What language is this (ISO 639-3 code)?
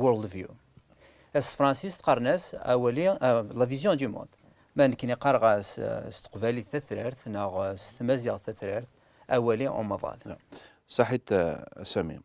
kab